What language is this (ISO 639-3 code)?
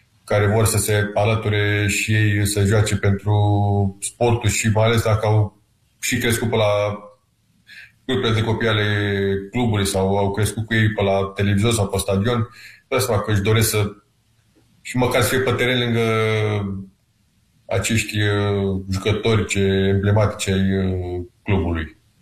ron